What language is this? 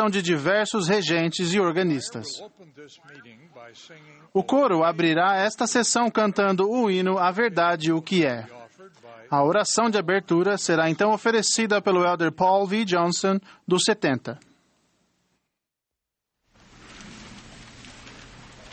Portuguese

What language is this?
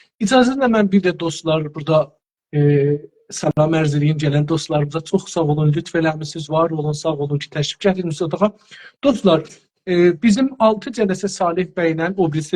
South Azerbaijani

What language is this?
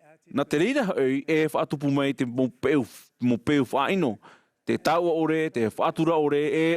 Tahitian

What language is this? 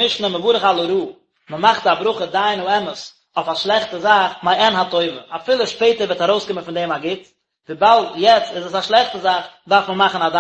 Yiddish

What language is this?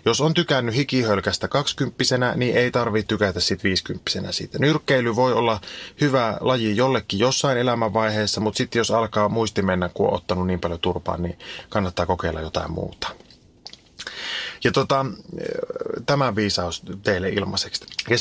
Finnish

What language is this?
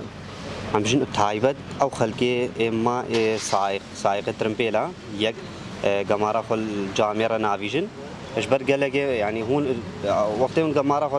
Kurdish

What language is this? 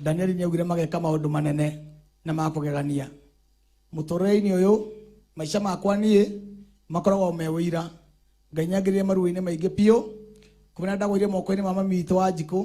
Kikuyu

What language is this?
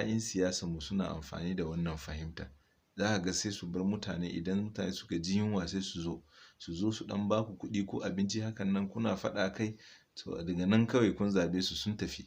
Hausa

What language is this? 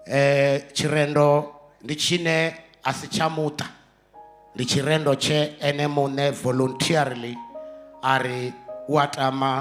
Venda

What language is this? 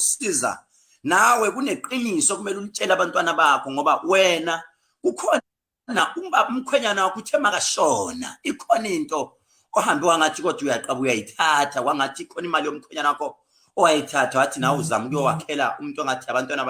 Zulu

